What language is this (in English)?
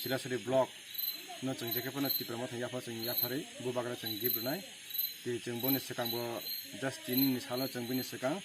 Kok Borok